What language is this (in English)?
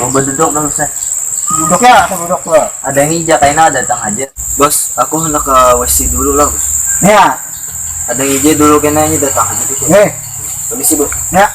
Banjar